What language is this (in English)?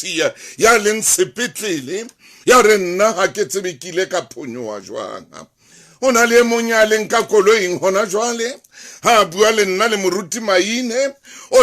Southern Sotho